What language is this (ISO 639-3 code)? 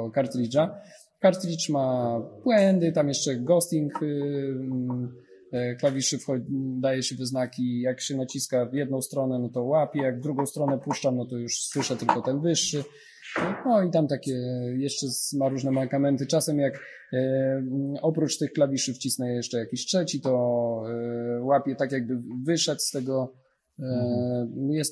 pol